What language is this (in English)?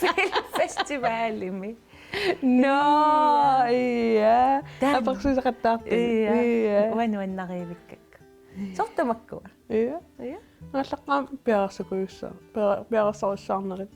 Kalaallisut